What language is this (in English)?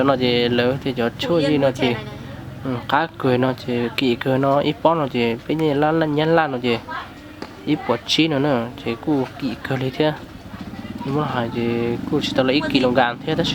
Hmong